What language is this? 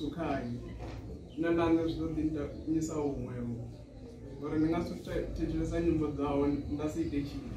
Venda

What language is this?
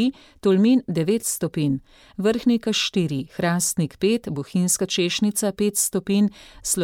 Slovenian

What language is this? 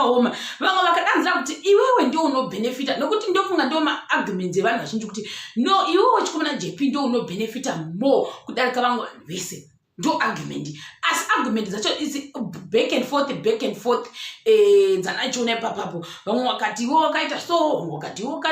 Shona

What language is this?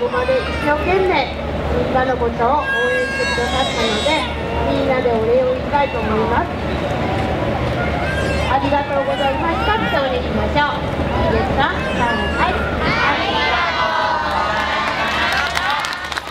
Japanese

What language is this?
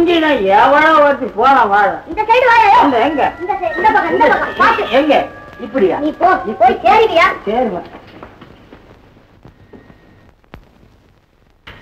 Tamil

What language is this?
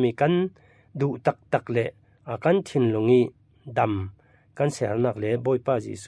Falam Chin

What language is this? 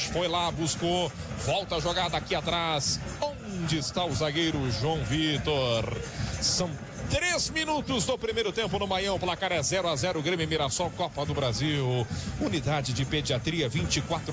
Portuguese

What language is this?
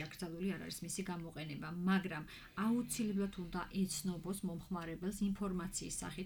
Georgian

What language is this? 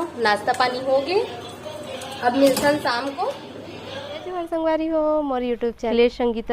Chhattisgarhi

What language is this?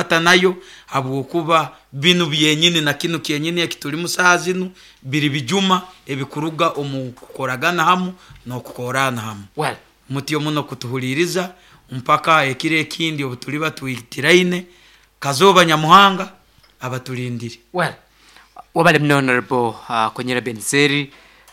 Nyoro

